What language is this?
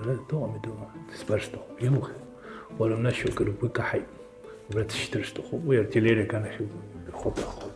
Abkhazian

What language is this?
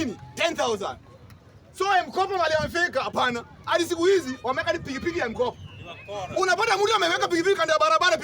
Swahili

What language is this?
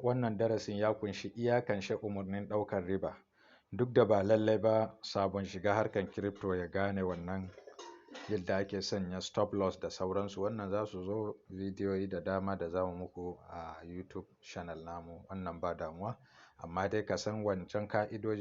Hausa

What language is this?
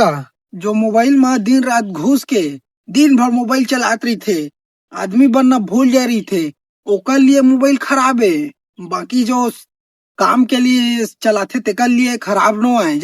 Chhattisgarhi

